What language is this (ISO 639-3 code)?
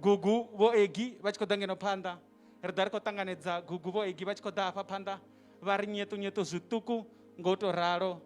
ven